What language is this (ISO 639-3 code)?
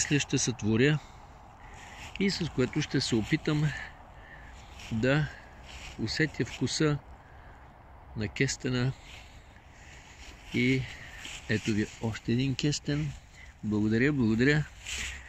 bul